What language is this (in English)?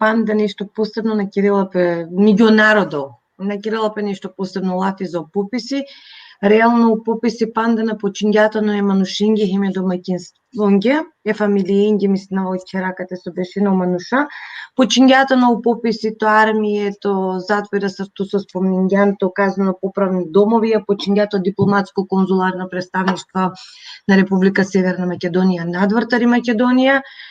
Balkan Romani